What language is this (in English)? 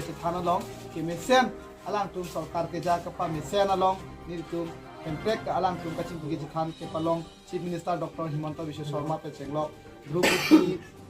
Karbi